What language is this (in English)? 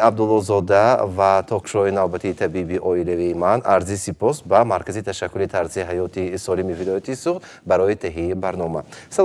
Tajik